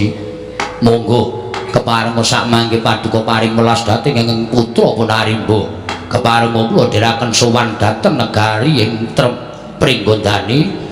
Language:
Javanese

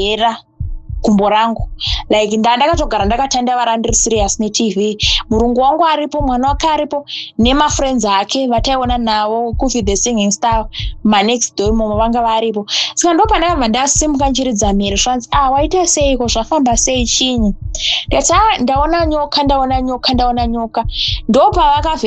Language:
Shona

